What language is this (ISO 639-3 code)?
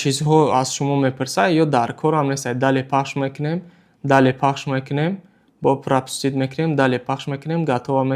tgk